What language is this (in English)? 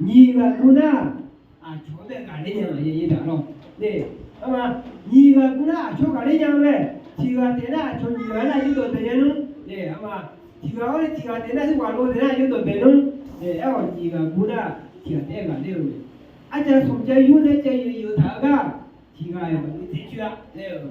Akha